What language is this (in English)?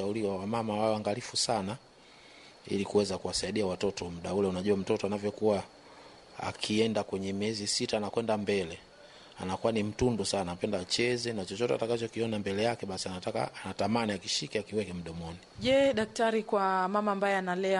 Swahili